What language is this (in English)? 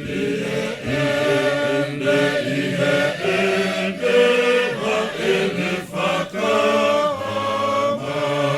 Tongan